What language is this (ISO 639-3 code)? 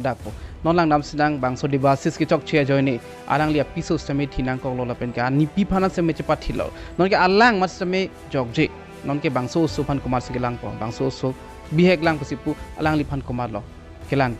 mjw